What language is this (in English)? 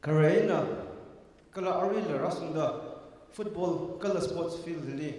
Tangkhul Naga (India)